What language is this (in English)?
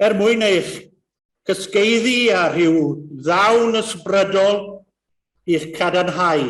Welsh